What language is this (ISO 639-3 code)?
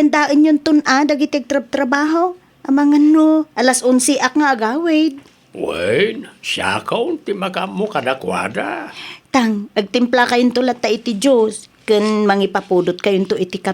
ilo